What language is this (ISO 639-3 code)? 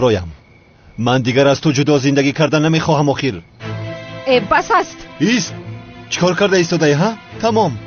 tgk